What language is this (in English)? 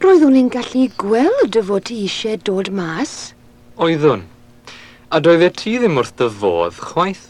Welsh